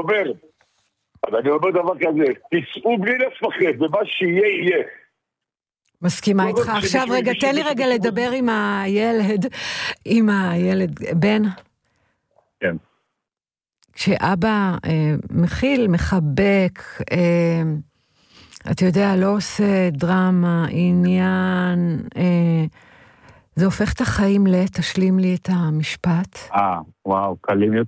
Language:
Hebrew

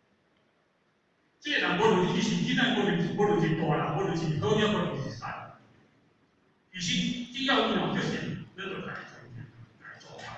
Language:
Min Nan Chinese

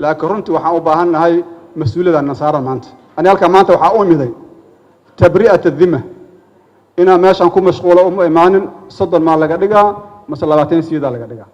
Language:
Somali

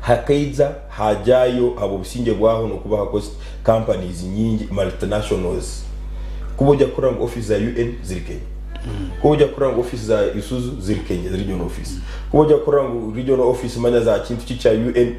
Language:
Nyankole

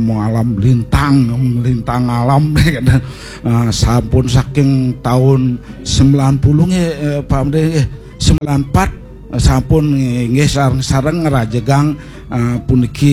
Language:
Balinese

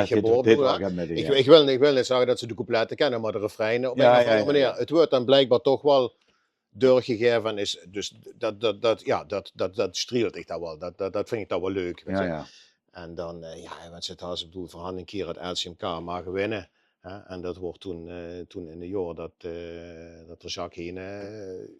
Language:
Limburgish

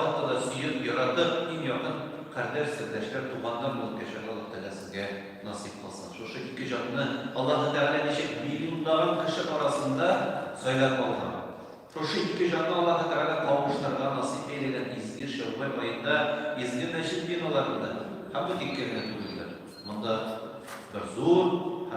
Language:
Tatar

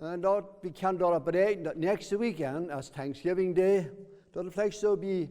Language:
Plautdietsch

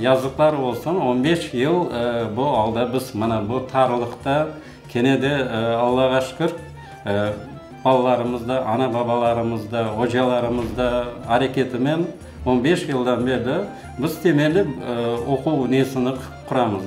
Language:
Crimean Tatar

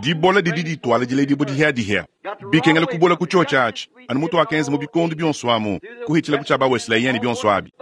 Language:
Luba-Lulua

